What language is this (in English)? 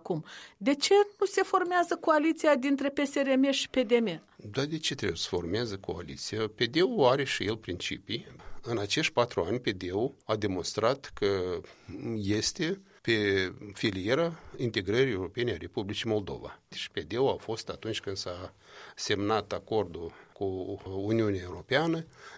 Romanian